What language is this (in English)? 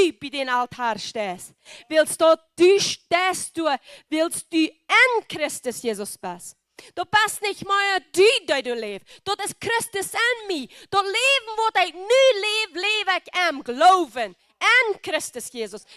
Plautdietsch